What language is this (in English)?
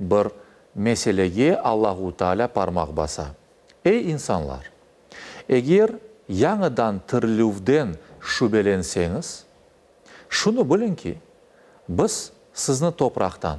Crimean Tatar